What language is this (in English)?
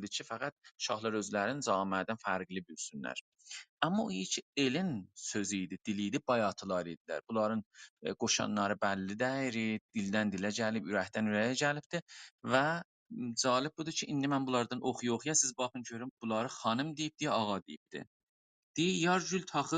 South Azerbaijani